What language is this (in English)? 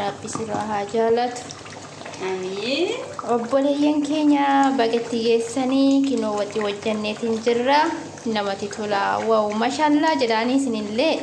Oromo